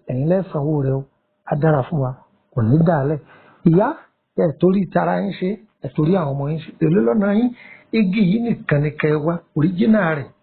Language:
Yoruba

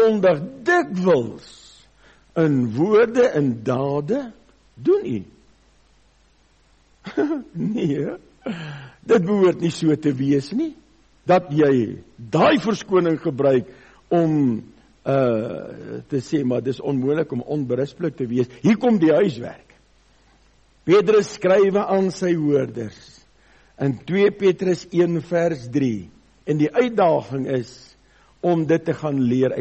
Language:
Afrikaans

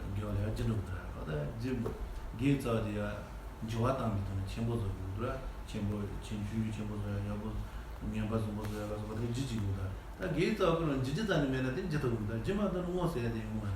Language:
Tibetan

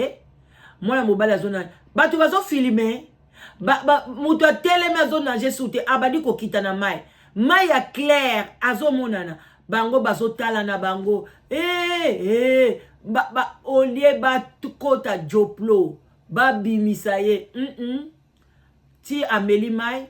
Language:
Lingala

